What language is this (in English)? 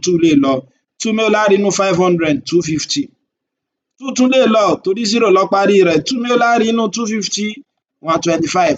Yoruba